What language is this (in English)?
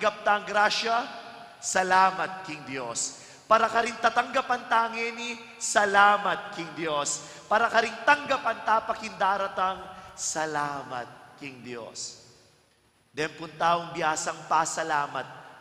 Pampanga